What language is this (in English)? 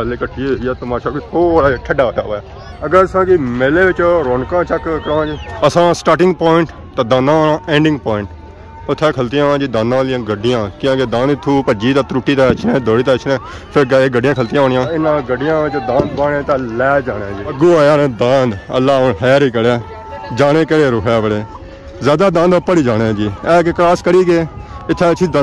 Pahari-Potwari